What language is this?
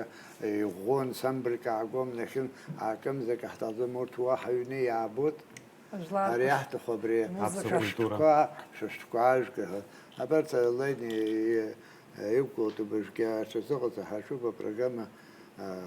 Abkhazian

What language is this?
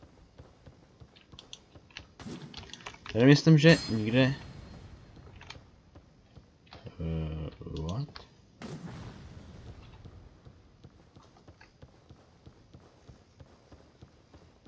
Czech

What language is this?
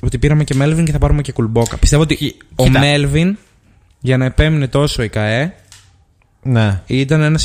Greek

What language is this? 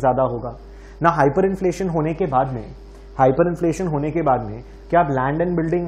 Hindi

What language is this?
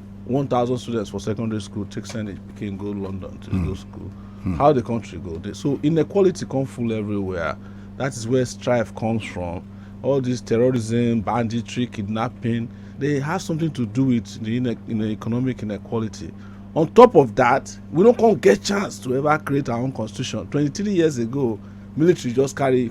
Nigerian Pidgin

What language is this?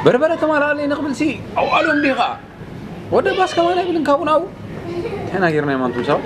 Tigrinya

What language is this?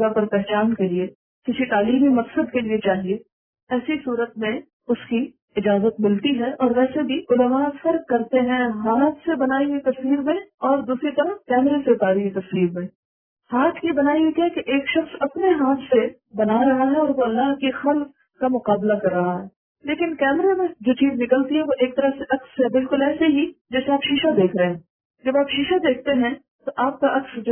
Urdu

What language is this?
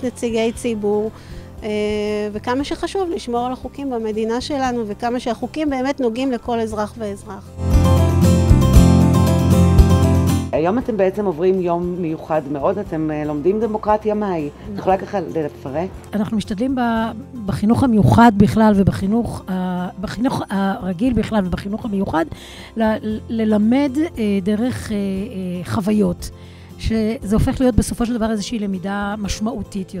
Hebrew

